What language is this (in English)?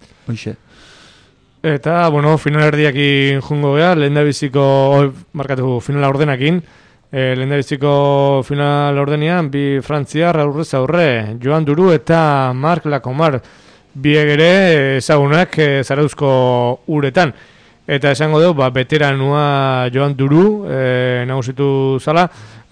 Basque